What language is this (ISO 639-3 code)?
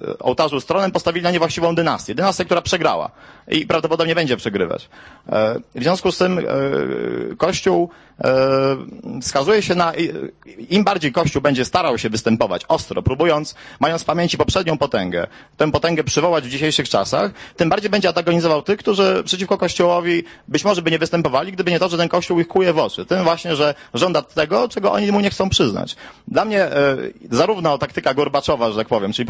pol